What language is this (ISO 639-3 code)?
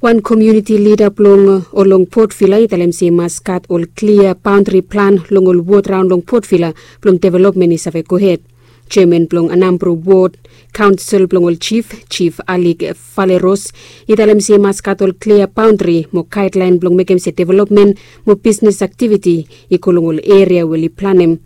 bis